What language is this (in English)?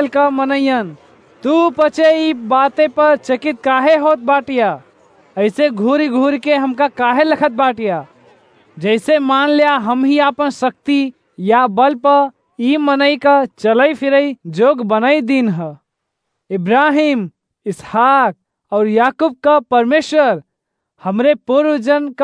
Awadhi